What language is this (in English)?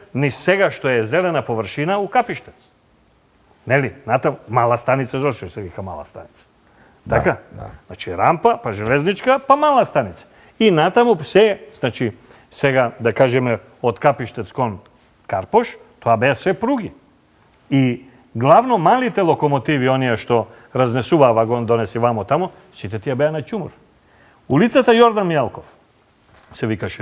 Macedonian